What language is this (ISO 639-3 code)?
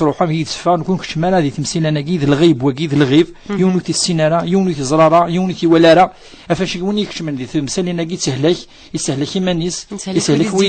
kab